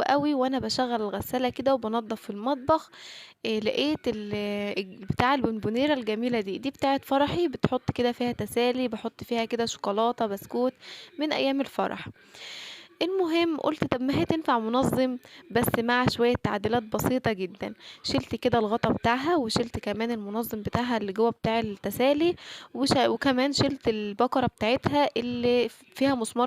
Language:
Egyptian Arabic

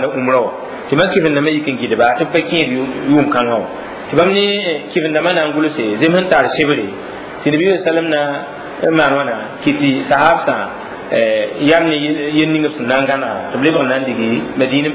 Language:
Mossi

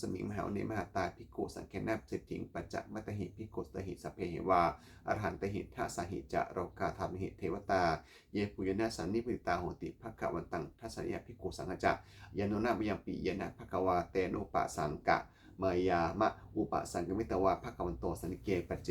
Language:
Pali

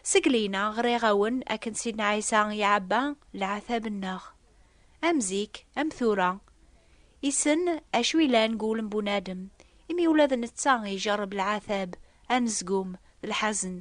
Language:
Kabyle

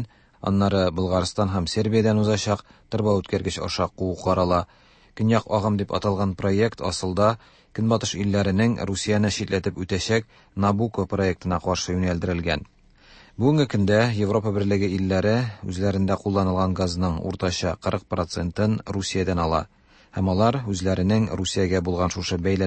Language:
Tatar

